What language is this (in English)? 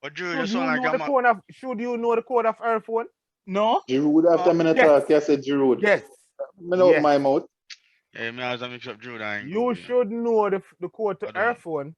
Jamaican Creole English